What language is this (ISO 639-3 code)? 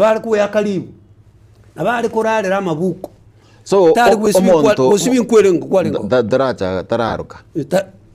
guz